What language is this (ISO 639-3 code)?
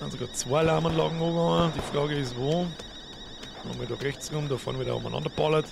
bar